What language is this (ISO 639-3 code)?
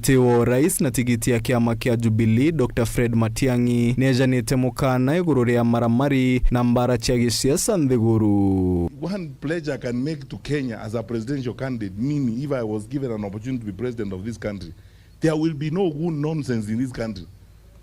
mer